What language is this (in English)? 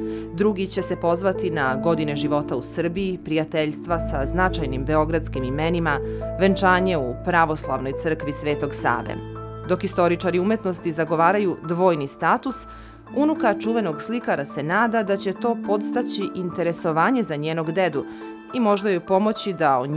Serbian